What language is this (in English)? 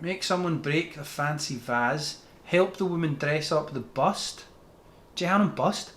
Scottish Gaelic